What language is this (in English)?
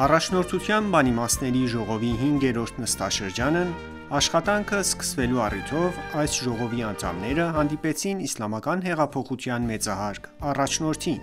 Armenian